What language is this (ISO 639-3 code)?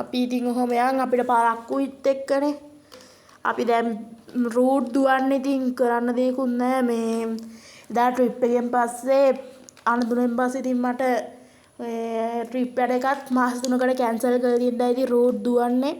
sin